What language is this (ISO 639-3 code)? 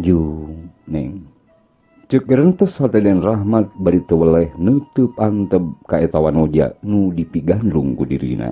sun